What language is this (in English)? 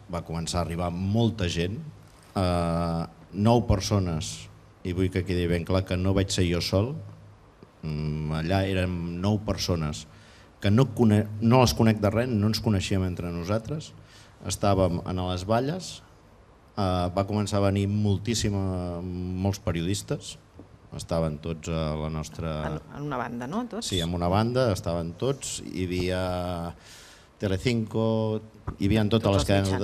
Catalan